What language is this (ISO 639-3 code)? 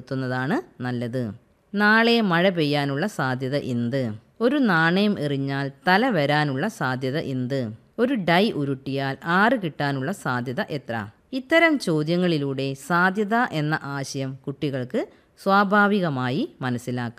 mal